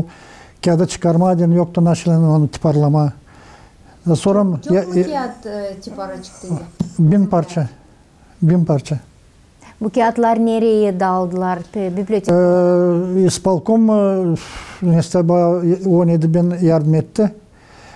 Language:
Gagauz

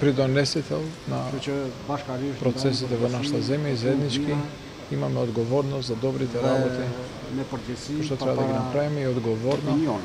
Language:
Macedonian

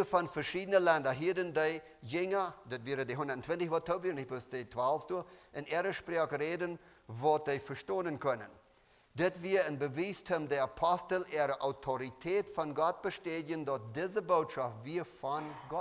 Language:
Plautdietsch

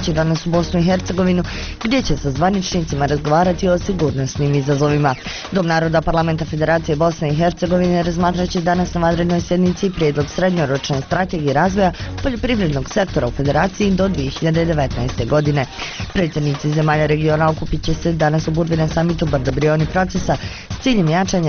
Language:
Bosnian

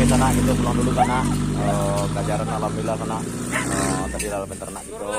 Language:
Minangkabau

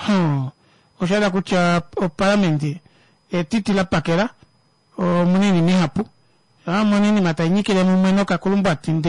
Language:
Kuanyama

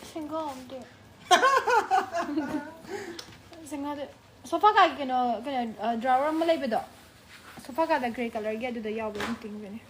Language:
Manipuri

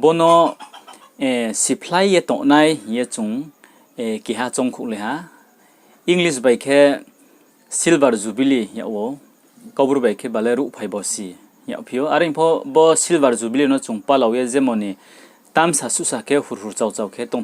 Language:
Riang (India)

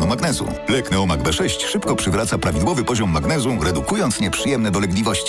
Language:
Polish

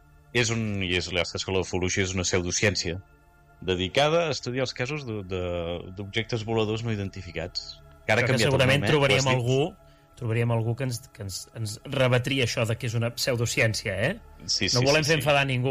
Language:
Catalan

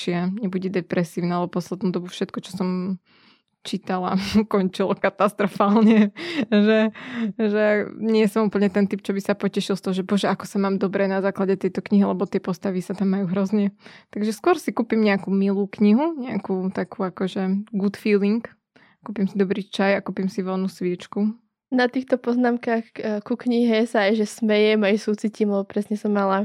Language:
Slovak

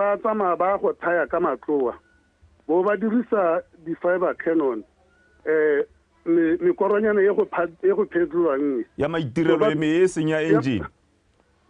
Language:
Tswana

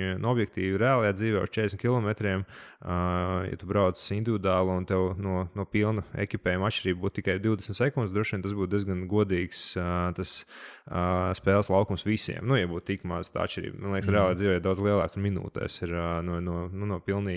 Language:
Latvian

